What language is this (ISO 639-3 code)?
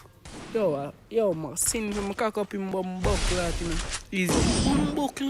jam